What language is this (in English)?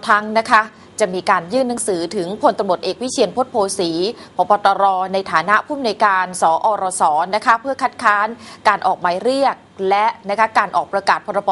Thai